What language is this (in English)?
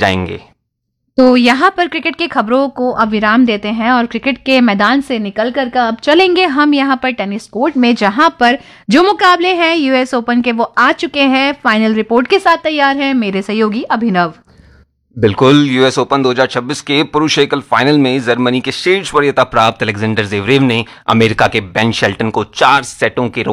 Hindi